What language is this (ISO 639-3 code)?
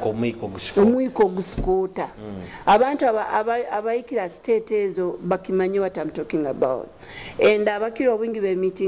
nyo